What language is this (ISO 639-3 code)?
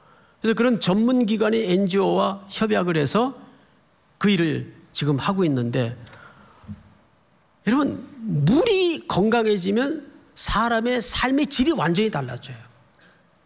kor